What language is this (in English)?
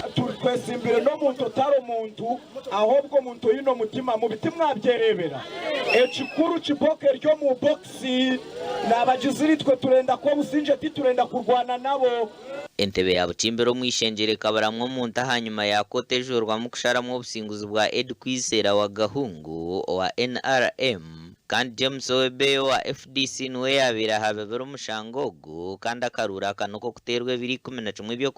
Nyankole